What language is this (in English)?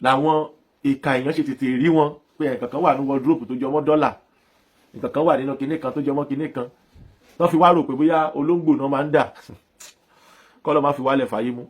Yoruba